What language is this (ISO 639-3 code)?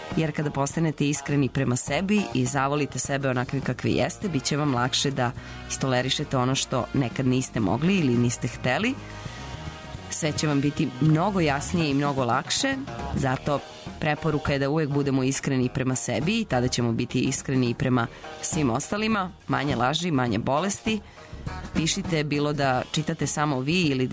srp